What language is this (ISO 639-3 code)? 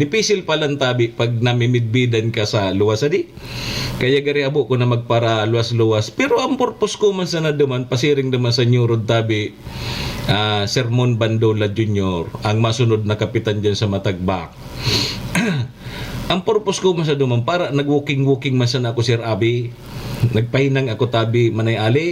bik